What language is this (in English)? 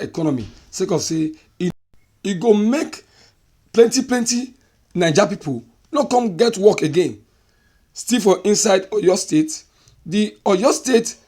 Nigerian Pidgin